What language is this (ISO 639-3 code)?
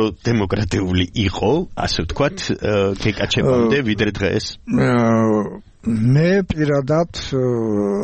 kat